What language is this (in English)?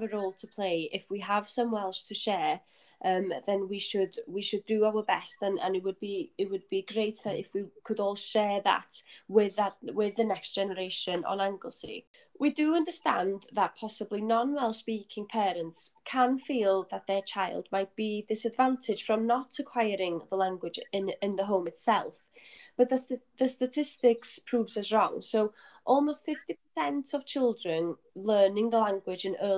English